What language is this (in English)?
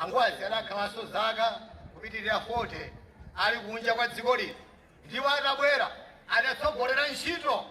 Nyanja